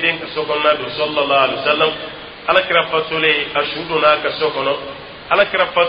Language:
Dyula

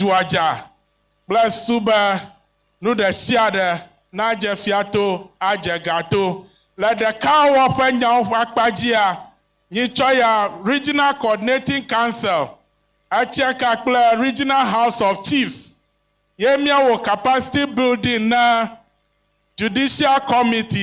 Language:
Ewe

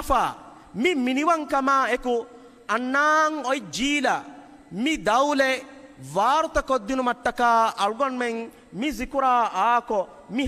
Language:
Divehi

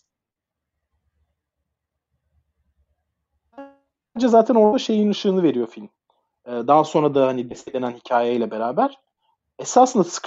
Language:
Turkish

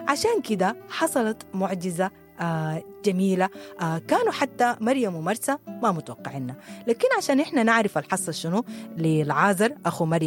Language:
Sudanese Arabic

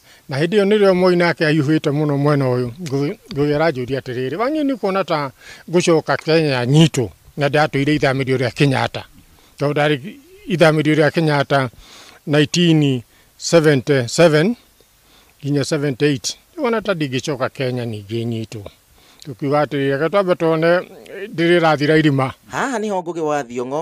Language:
Kikuyu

